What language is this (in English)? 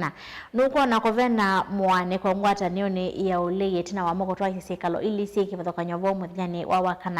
Kamba